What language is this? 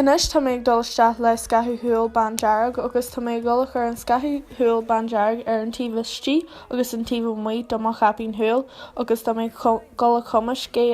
Irish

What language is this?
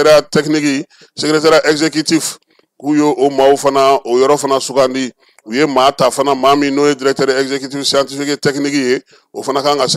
Bambara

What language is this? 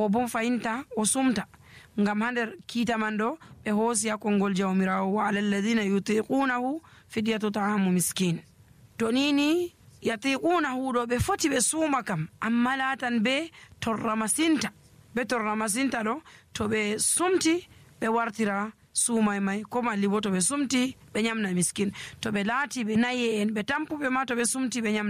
Nigerian Fulfulde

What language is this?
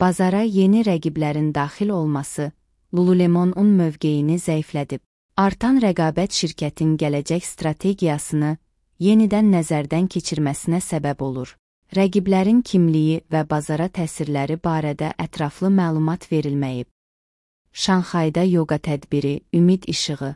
Azerbaijani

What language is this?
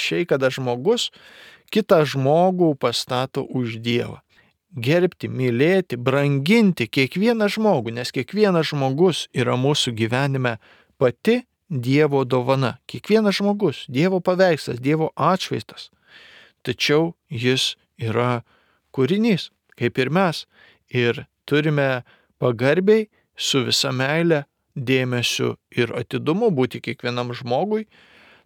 Lithuanian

